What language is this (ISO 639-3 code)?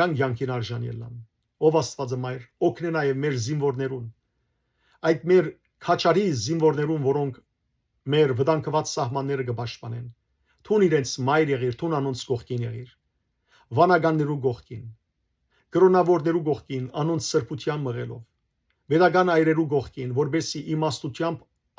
hyw